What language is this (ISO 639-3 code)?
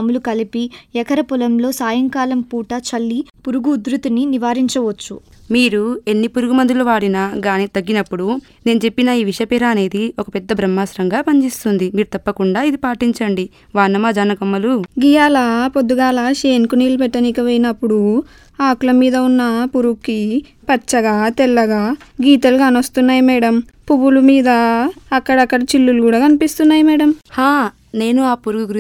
tel